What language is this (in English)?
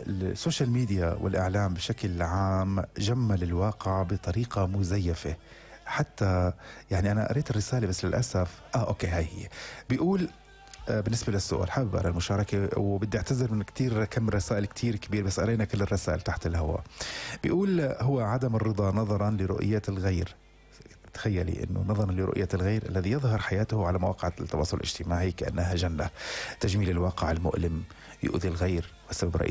North Levantine Arabic